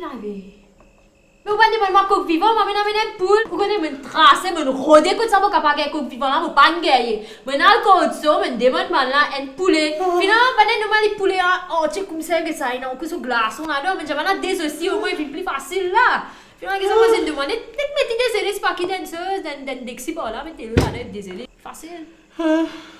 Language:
Morisyen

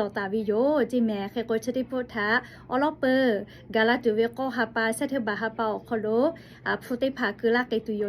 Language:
Lahu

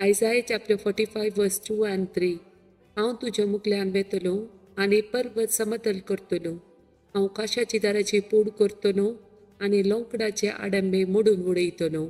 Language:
Konkani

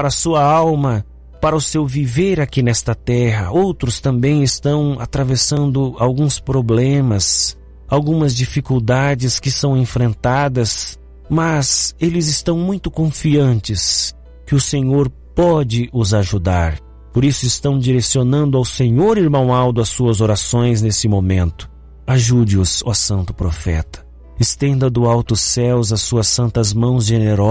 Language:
Portuguese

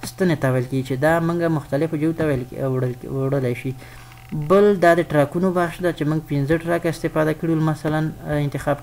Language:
Pashto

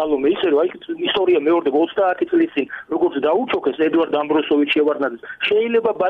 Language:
Georgian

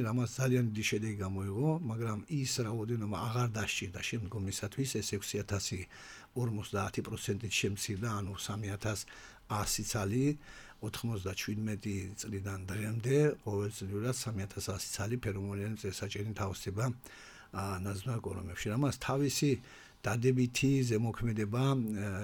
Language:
Georgian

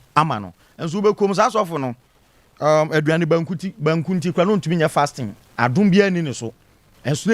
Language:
Akan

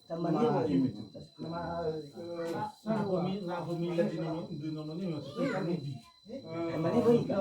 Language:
Nias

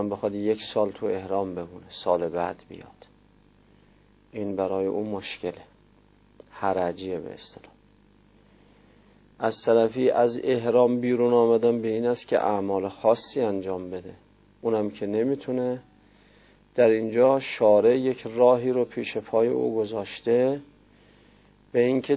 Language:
Persian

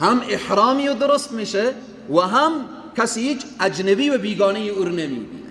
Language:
Persian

